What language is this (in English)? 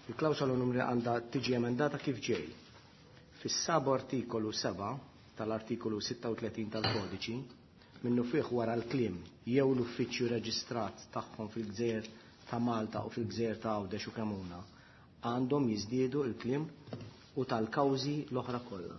Maltese